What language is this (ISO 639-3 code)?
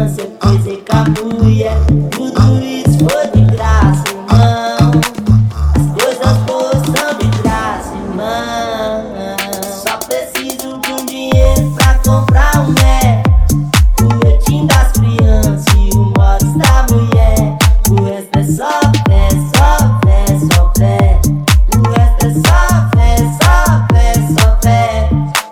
por